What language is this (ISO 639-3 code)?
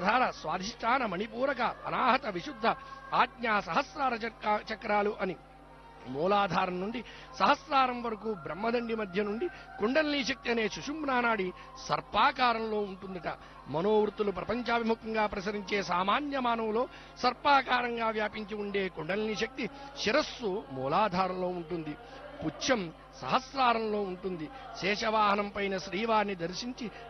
tel